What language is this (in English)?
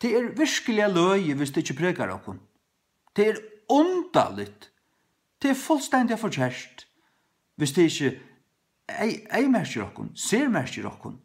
Faroese